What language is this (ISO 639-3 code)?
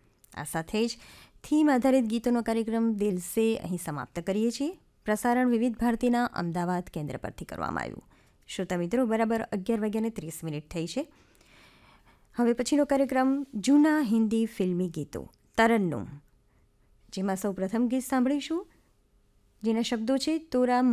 guj